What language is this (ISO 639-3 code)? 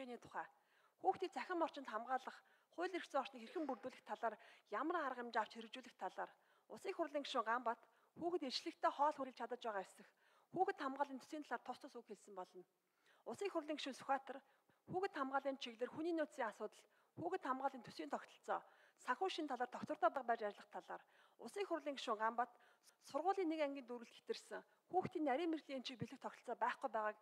mon